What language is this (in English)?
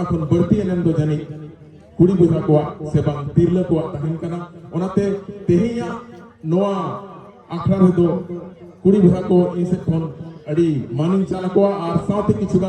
Santali